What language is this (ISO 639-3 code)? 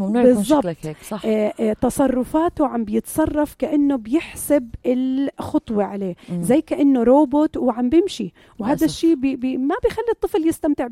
apc